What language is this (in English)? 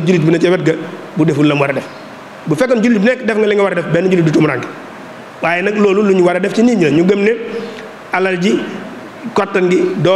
Wolof